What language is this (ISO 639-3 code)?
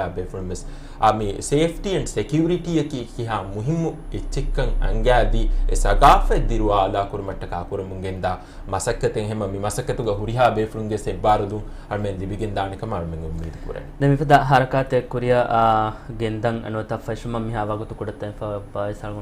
div